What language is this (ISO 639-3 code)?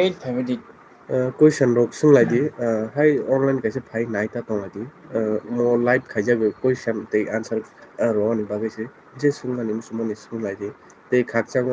trp